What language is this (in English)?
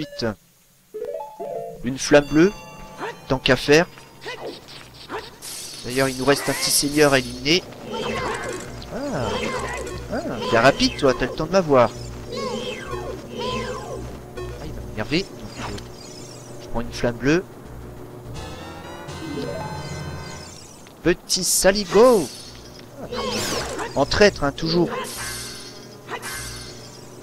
French